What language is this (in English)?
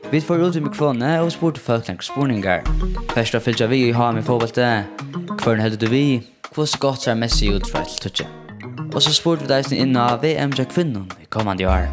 Faroese